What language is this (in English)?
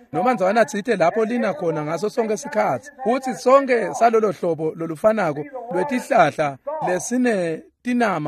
Swati